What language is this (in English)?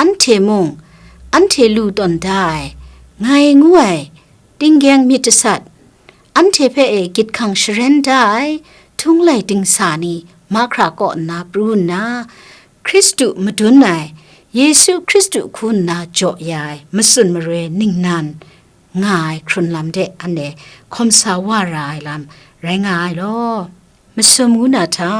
Kachin